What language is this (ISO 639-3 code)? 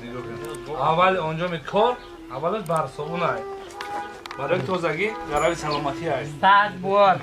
tgk